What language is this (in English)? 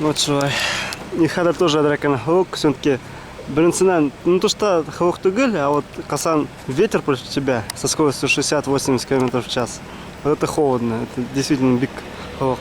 Bashkir